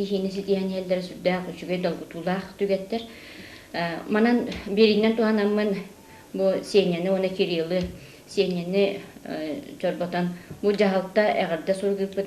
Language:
Yakut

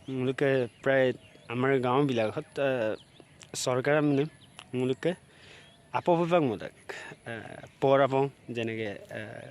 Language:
Assamese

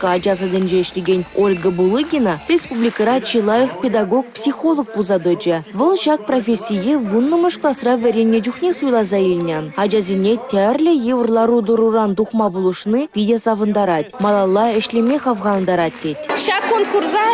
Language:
Chuvash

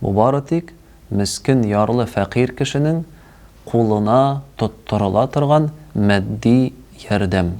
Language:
Tatar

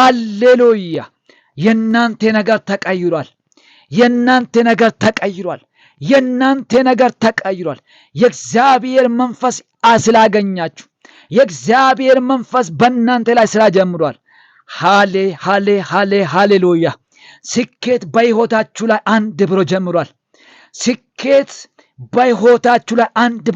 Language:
Amharic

